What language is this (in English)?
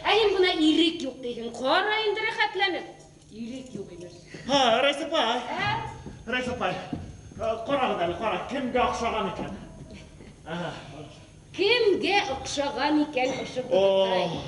Bashkir